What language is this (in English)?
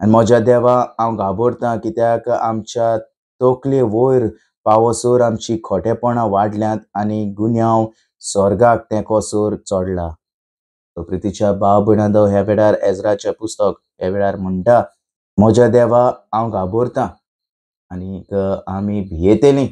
Konkani